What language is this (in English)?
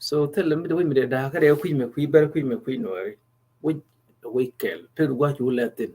Nuer